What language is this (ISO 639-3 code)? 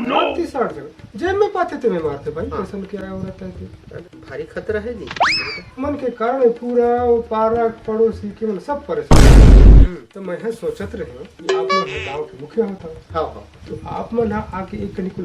hne